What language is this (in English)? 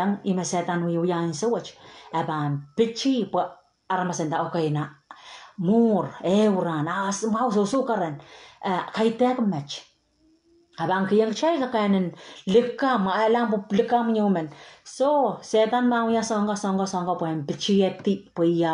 Pohnpeian